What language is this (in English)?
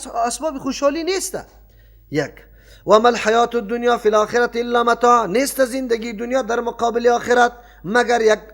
Persian